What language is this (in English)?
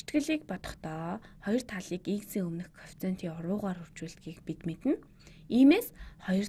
Mongolian